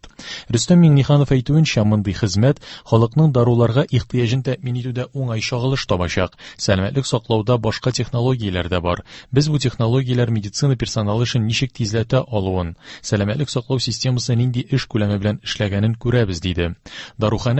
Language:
Tatar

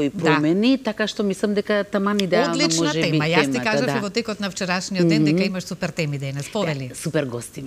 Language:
Macedonian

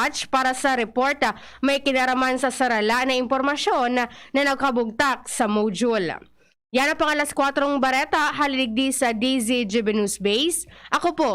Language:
Bikol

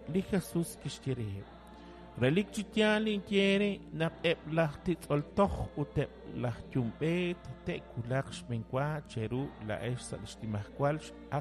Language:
Kekchí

